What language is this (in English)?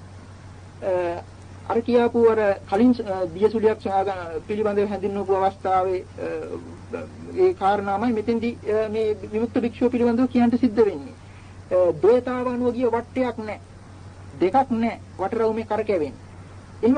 Sinhala